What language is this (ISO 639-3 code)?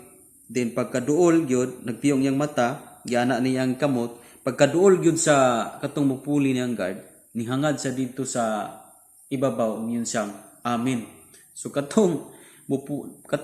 ceb